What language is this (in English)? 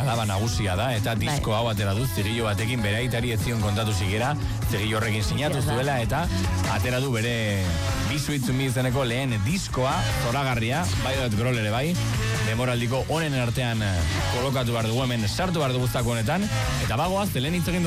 Basque